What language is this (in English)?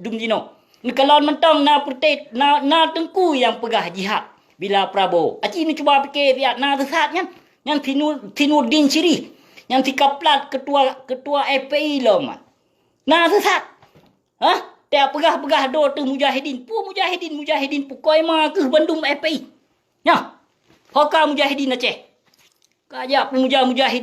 Achinese